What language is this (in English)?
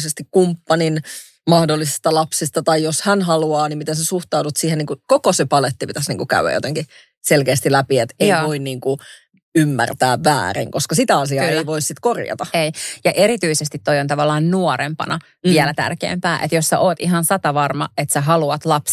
Finnish